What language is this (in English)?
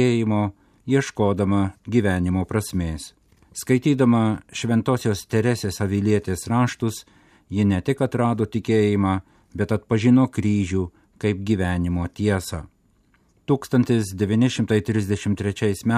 Lithuanian